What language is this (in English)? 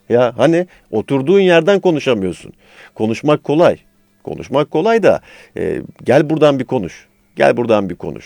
Turkish